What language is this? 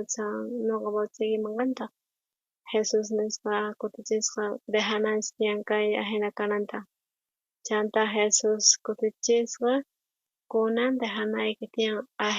South Bolivian Quechua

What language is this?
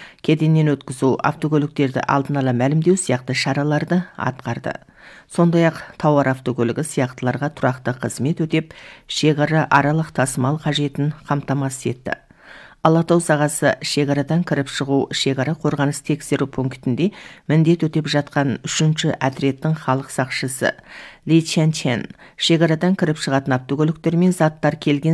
Kazakh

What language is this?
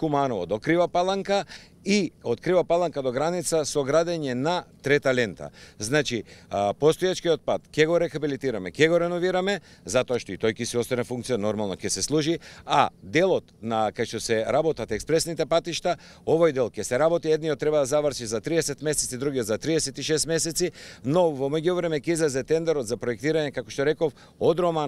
Macedonian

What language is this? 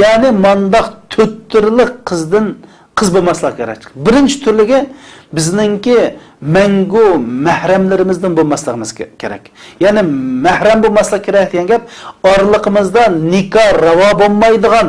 Uyghur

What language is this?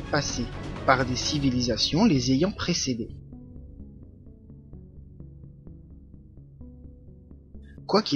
French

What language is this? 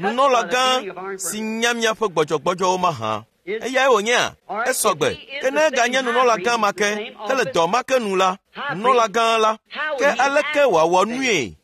Ewe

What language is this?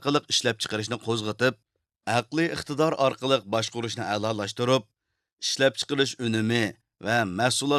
Uyghur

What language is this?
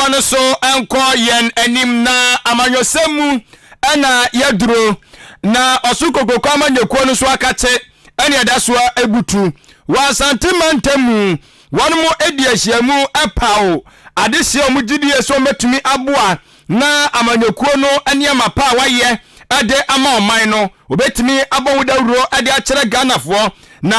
Akan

